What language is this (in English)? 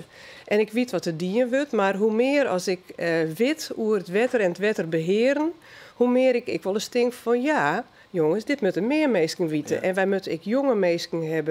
Western Frisian